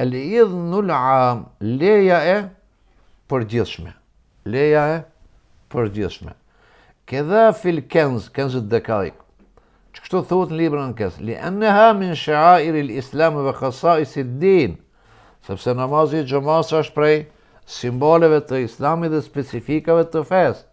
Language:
Albanian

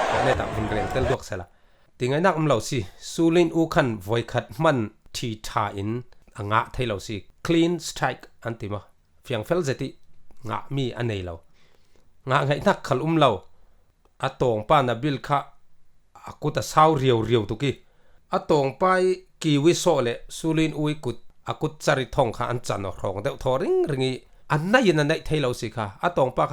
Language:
Falam Chin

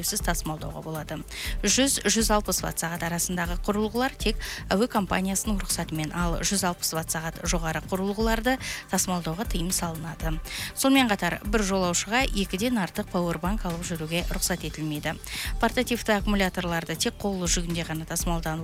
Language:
Kazakh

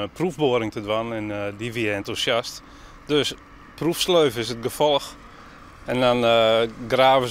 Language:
Western Frisian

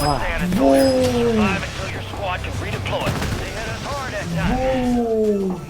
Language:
South Azerbaijani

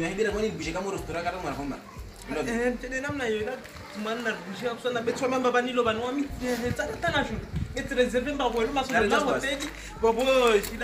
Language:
Swahili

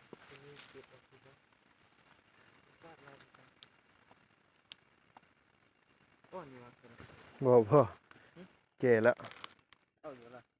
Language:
Lao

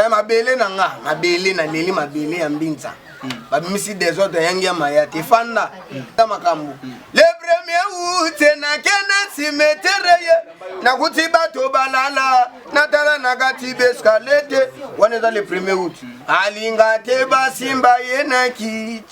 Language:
Lingala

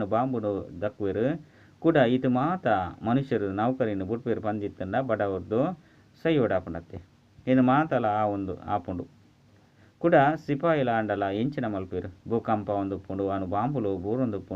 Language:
Tulu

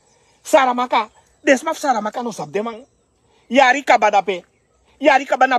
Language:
Sranan Tongo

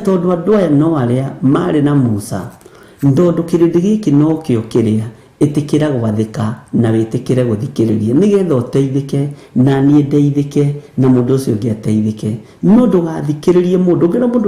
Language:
Kikuyu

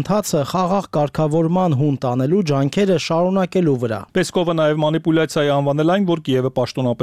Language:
Armenian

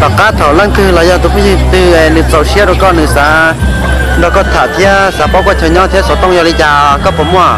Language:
Hmong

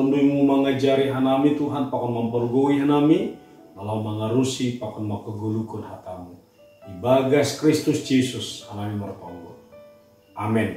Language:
Batak Simalungun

